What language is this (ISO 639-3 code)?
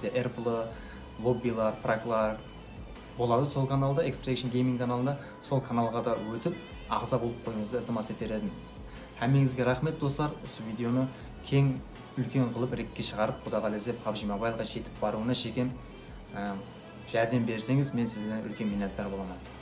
kaa